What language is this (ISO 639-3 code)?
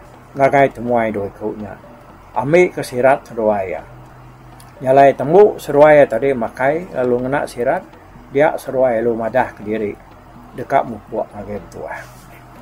iba